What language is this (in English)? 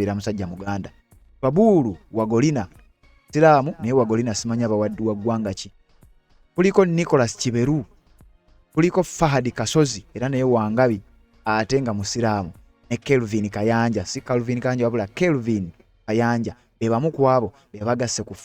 Ganda